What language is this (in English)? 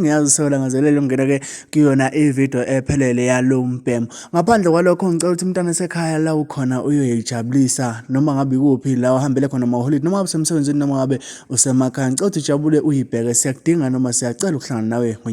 Zulu